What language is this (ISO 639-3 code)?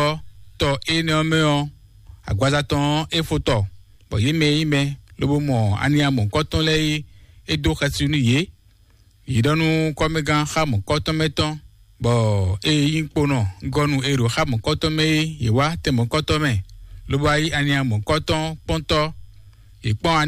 fon